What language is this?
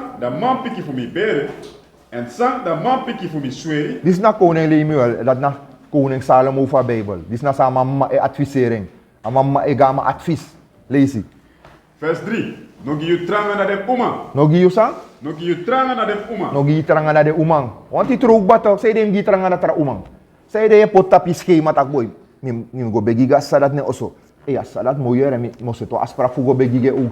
Sranan Tongo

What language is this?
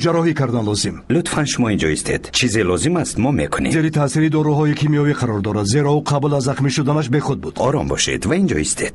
Tajik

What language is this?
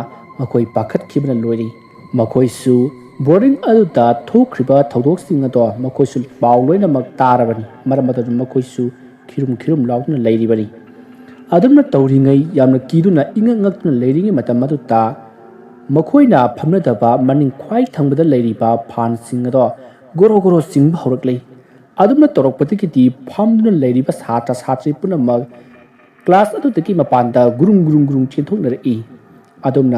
Manipuri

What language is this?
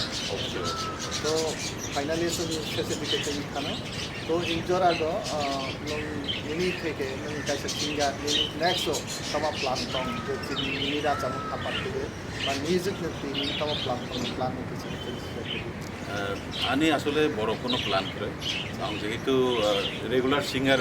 Kok Borok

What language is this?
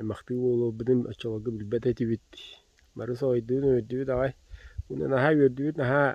Yakut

